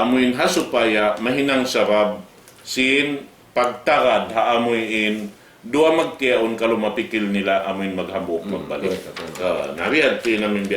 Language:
Tausug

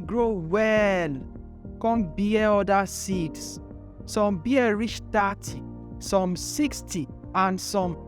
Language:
Nigerian Pidgin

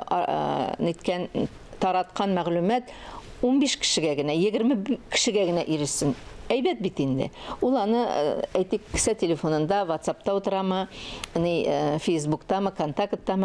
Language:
Tatar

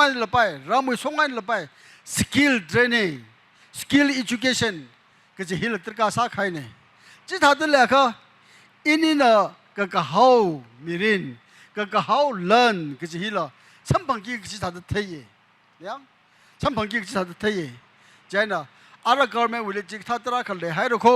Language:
Tangkhul Naga (India)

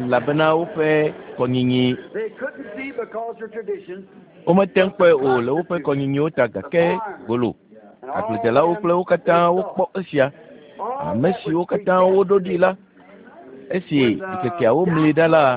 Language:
Ewe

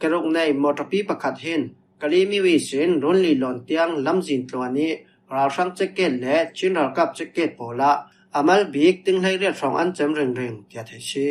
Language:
Falam Chin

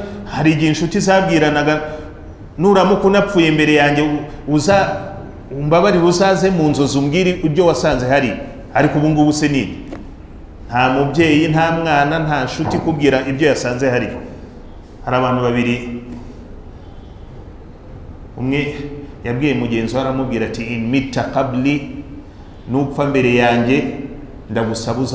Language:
Kinyarwanda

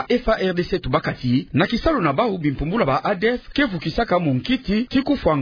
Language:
Kituba (Democratic Republic of Congo)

